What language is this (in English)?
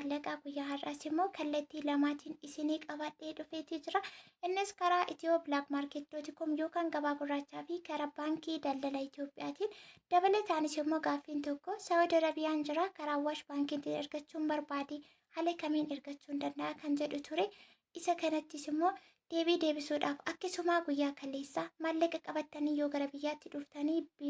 Oromo